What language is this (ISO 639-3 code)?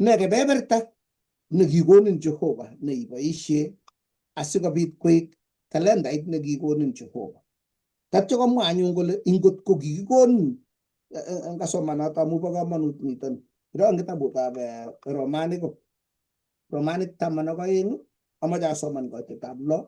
kln